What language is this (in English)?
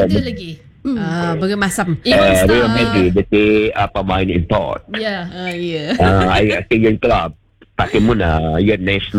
Malay